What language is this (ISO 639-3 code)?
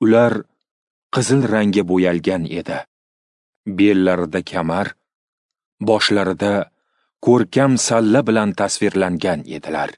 uzb